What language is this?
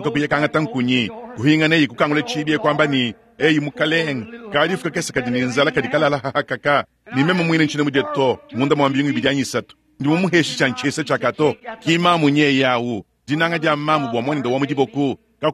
Luba-Lulua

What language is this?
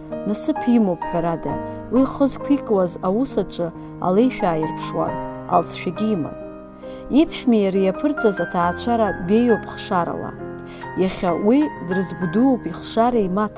Abkhazian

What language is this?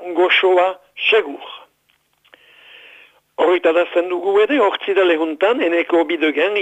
Basque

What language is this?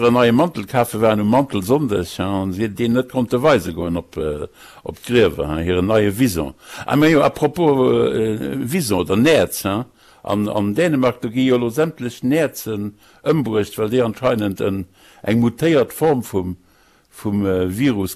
Luxembourgish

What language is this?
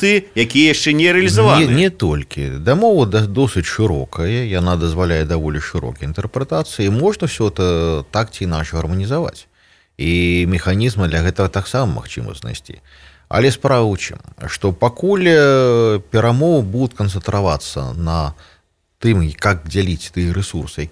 Belarusian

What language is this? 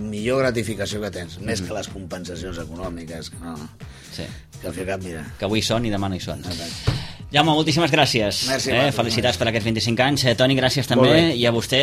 Catalan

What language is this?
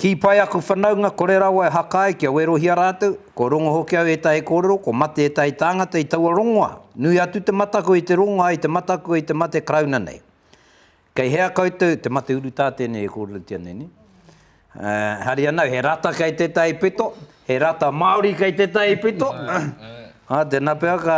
Māori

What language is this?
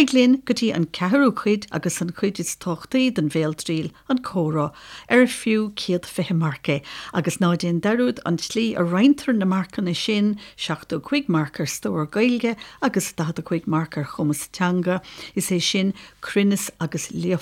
Irish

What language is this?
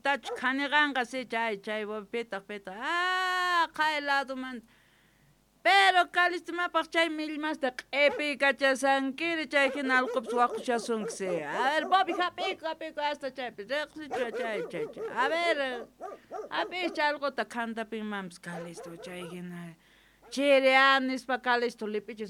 South Bolivian Quechua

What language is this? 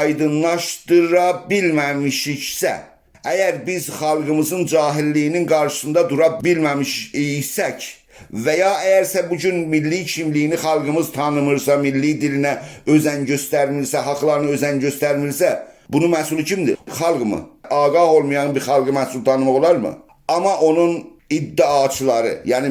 South Azerbaijani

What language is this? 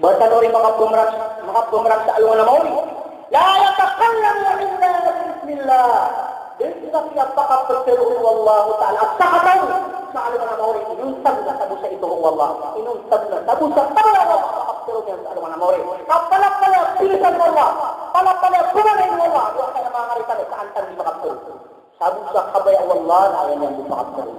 Maranao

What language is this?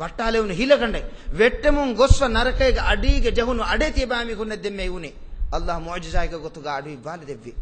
Divehi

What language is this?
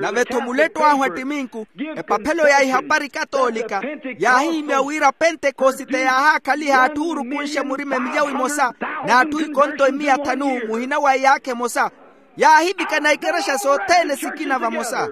Makhuwa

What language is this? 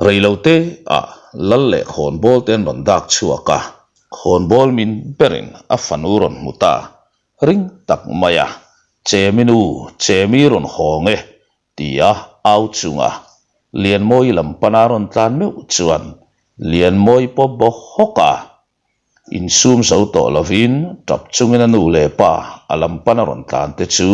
Mizo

